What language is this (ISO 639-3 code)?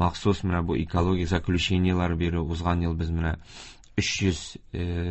tat